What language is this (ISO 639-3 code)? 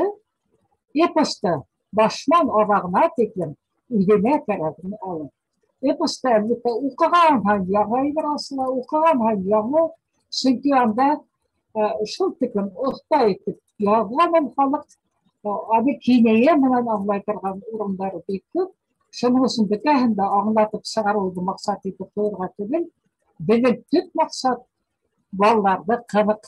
bak